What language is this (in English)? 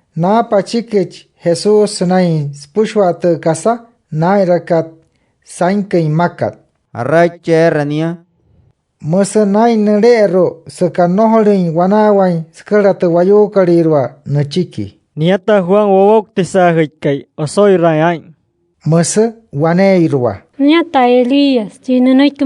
Wayuu